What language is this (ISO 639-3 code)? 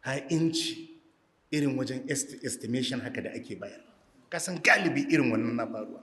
hau